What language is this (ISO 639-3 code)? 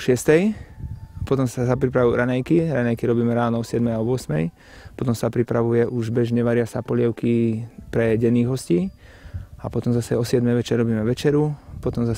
slk